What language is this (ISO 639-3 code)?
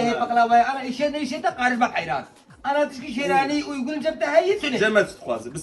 kur